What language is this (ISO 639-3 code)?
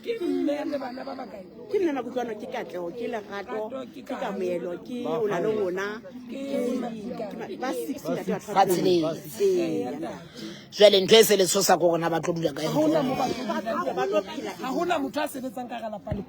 sot